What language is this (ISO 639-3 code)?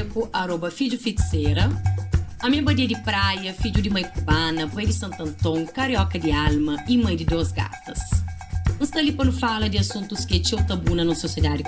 kea